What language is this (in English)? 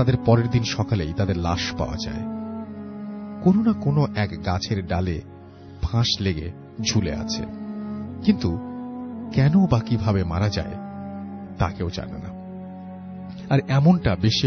Bangla